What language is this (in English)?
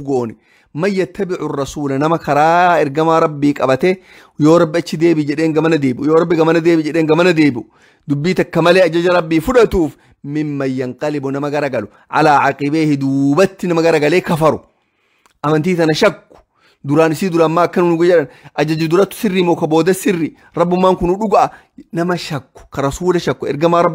Oromo